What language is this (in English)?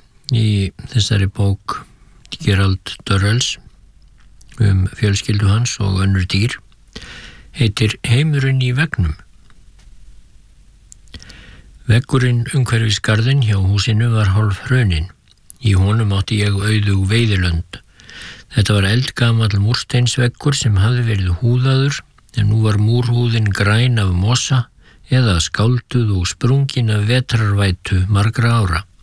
Icelandic